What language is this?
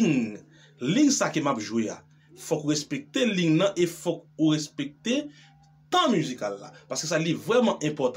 Haitian Creole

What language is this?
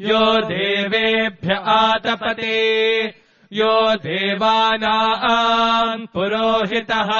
Sanskrit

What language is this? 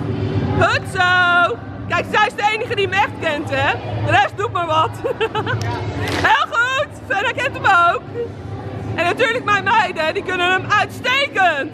Dutch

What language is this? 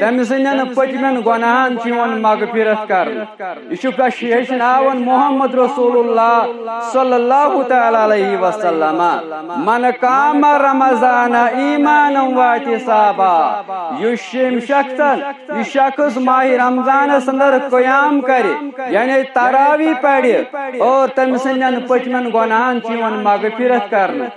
Kashmiri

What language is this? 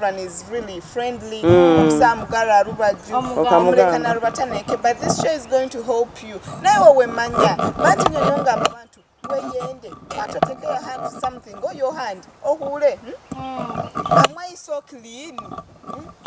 Nyoro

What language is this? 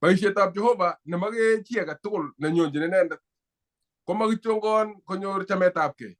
Kalenjin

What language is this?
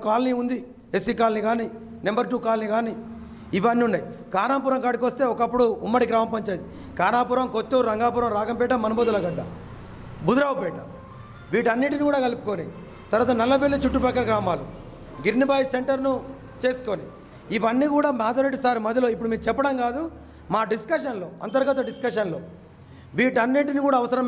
Telugu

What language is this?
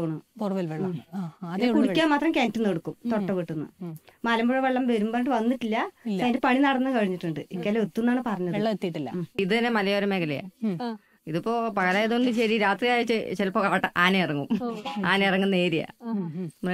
Malayalam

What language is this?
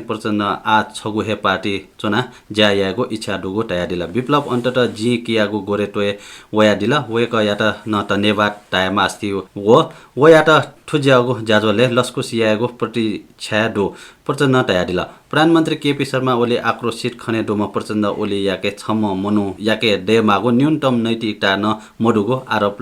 Newari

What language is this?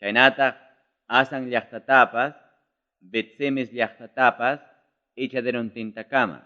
Ayacucho Quechua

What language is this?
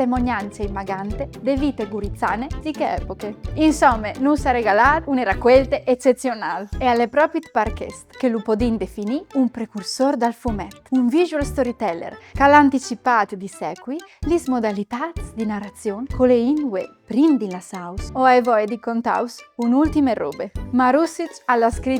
Friulian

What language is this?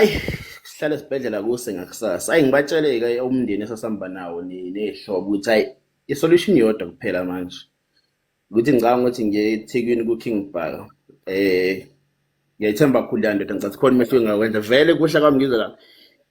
Zulu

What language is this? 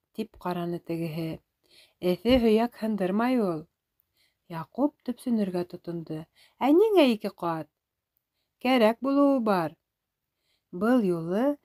Bashkir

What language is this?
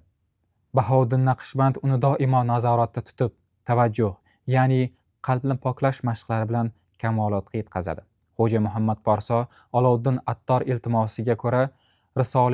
Uzbek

